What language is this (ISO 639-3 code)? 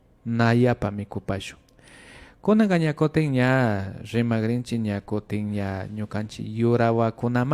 qvi